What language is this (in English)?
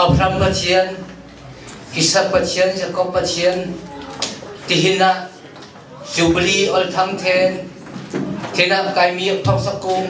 Hakha Chin